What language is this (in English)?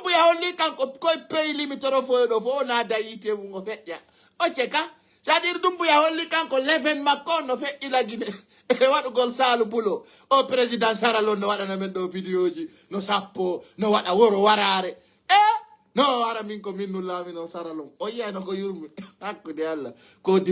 Fula